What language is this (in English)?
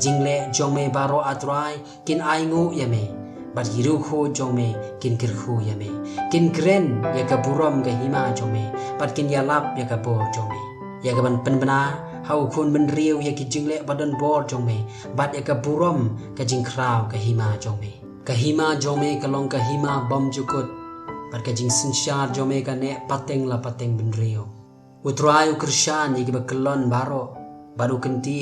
Khasi